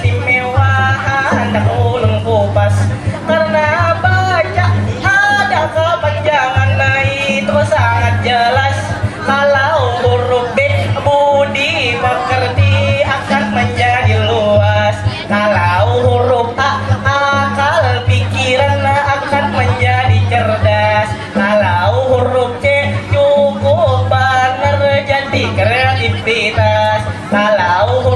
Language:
Banjar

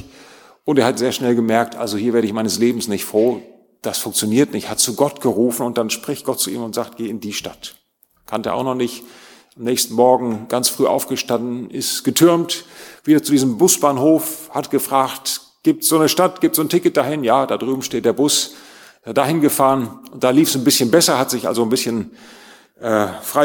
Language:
German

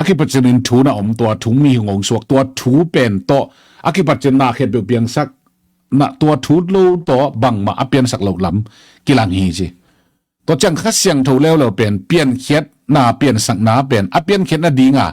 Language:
Tedim Chin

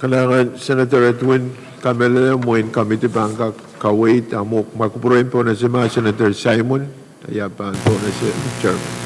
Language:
Pohnpeian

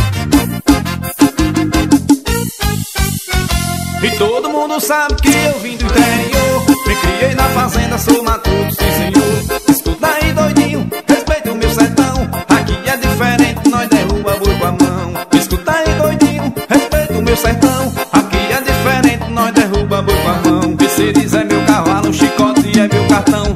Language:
Portuguese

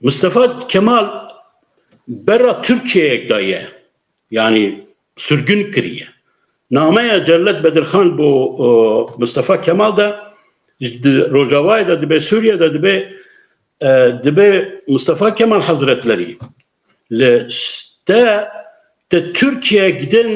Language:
Kurdish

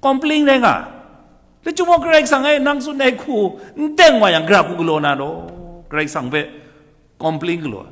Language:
Kachin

